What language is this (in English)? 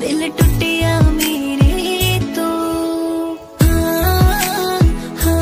Saraiki